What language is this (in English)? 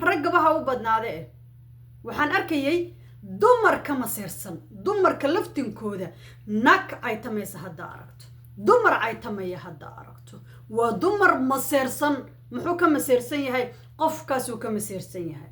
Somali